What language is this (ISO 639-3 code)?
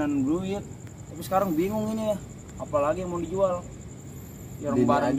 bew